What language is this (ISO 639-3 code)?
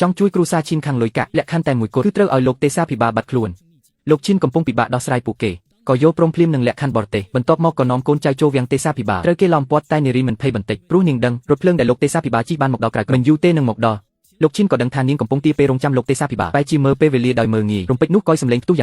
khm